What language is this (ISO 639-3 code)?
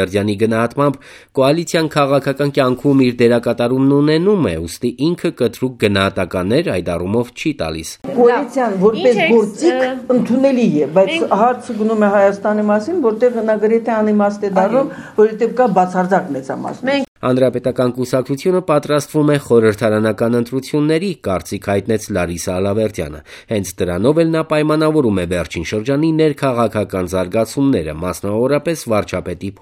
hye